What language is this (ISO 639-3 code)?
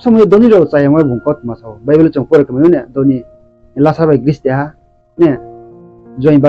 ria